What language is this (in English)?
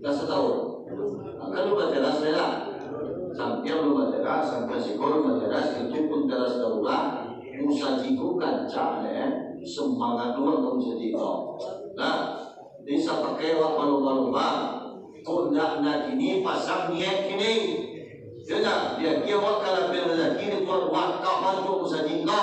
Minangkabau